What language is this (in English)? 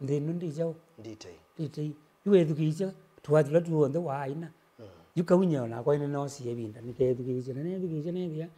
Kamba